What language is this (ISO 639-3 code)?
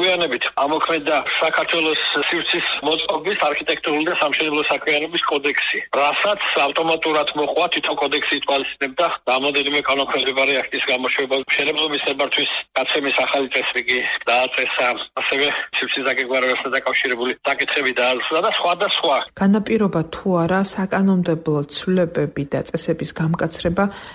kat